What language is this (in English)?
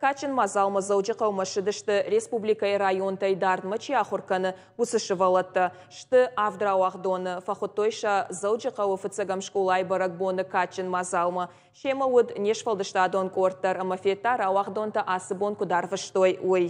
Ossetic